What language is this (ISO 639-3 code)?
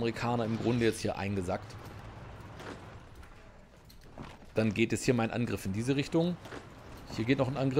deu